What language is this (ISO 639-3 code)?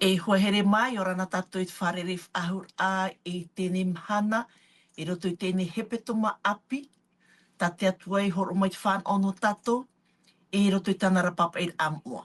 tah